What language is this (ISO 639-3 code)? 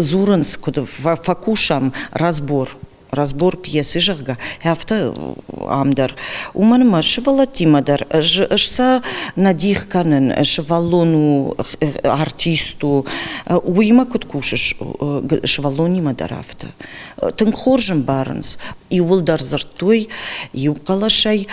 oss